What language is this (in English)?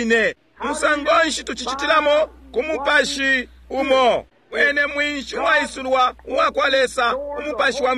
Bemba